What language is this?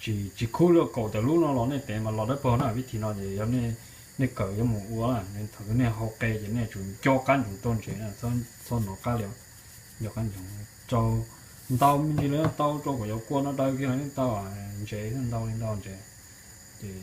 Hmong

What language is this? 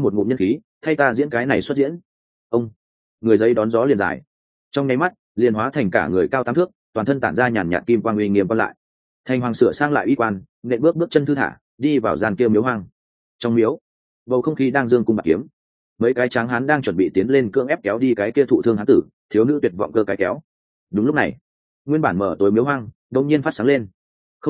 Vietnamese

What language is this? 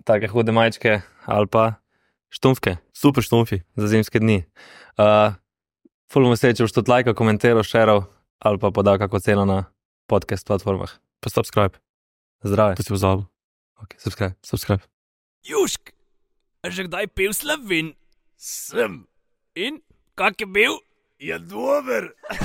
Slovenian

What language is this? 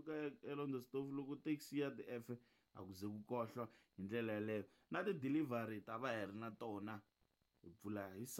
Tsonga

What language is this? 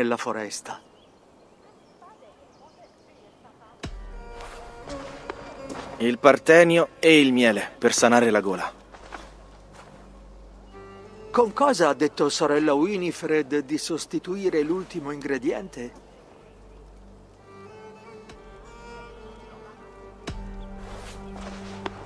Italian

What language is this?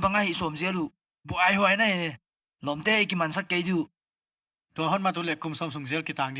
Paite Chin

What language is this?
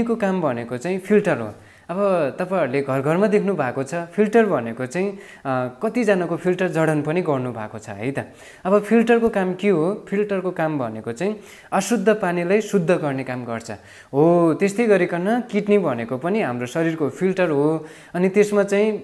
Nepali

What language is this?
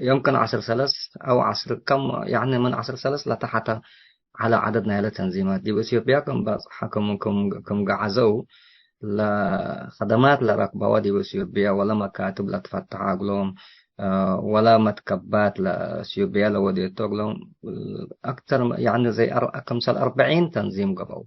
Tigre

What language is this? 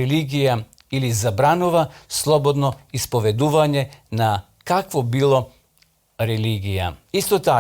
Macedonian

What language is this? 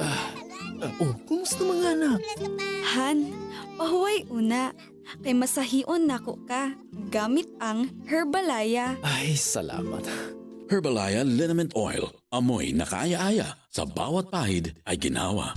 Bikol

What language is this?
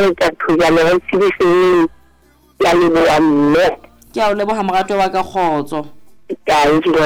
Southern Sotho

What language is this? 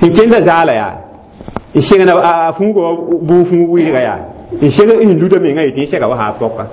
Mossi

